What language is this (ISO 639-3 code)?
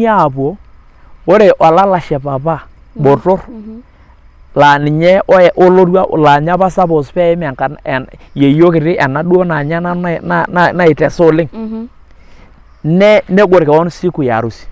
mas